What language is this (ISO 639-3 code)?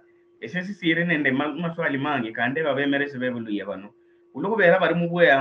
luy